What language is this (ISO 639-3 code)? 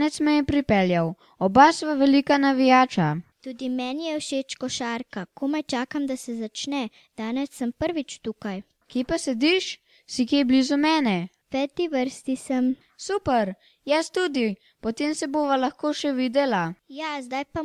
slv